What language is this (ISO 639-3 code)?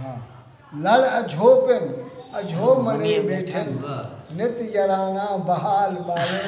skr